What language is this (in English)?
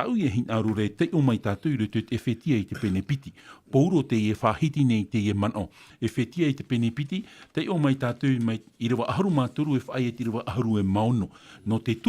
Tahitian